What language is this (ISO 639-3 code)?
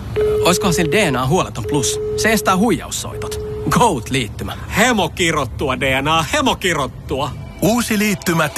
fin